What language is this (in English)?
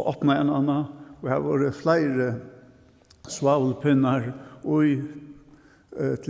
Faroese